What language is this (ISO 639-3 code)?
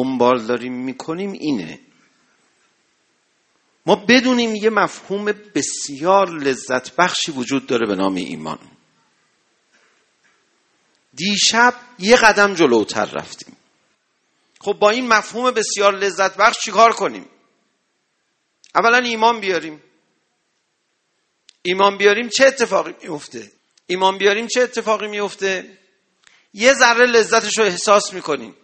fas